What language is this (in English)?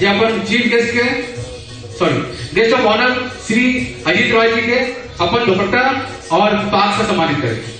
Maithili